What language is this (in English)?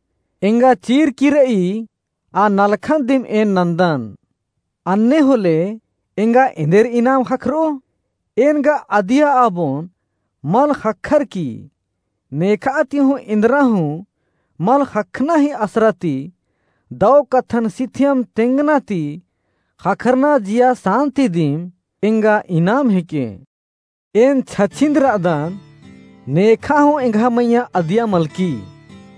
Kurukh